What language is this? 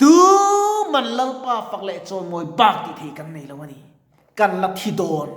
Mizo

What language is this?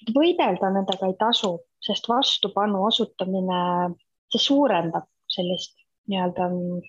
Estonian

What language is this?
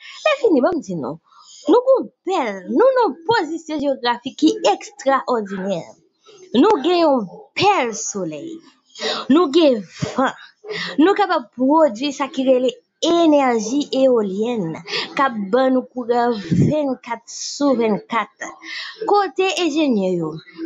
Haitian Creole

